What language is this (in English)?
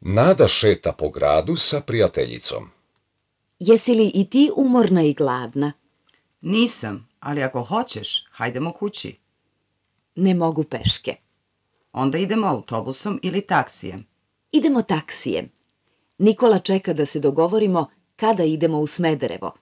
Serbian